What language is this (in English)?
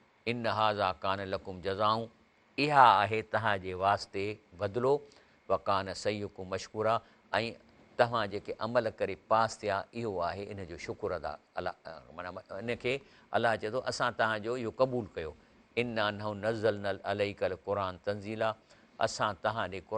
Sindhi